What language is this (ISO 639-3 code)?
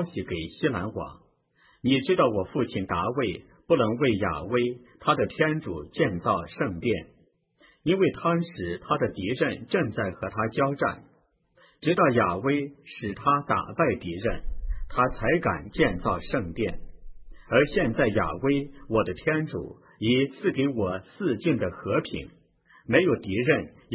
zho